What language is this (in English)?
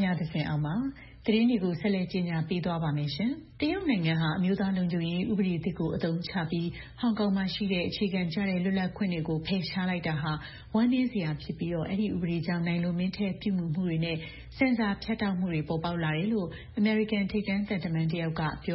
Burmese